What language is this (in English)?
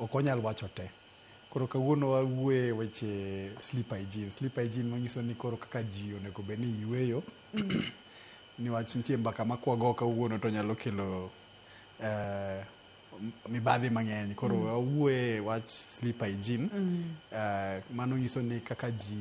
Luo (Kenya and Tanzania)